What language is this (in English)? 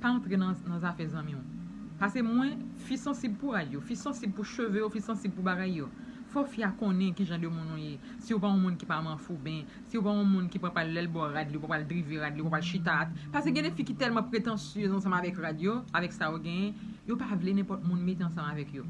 Haitian Creole